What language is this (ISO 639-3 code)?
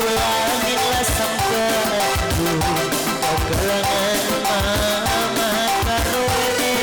btx